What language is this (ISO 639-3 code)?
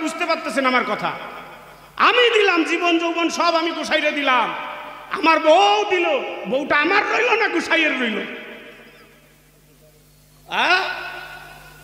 ben